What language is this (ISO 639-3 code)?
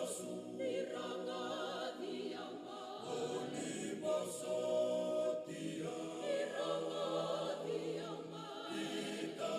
fij